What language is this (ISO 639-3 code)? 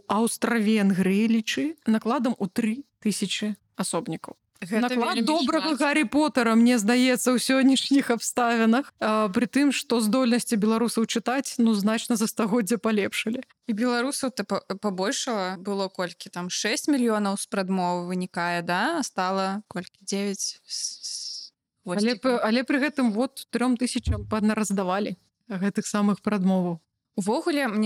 bel